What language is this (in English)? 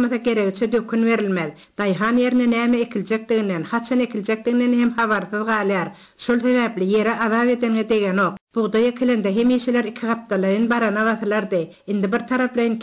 Turkmen